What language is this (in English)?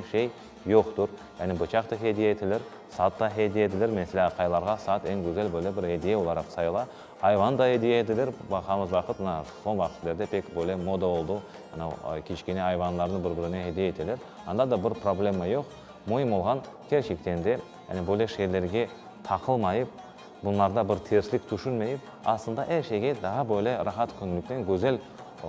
Crimean Tatar